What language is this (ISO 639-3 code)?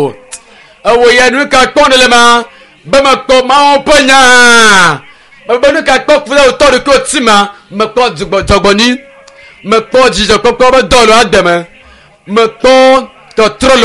ewe